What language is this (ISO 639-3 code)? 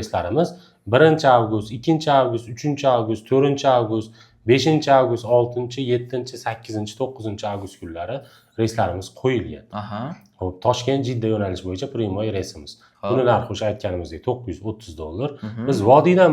uzb